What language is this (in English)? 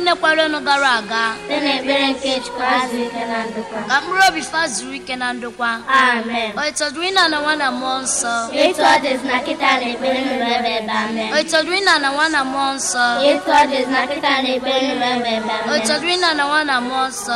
Igbo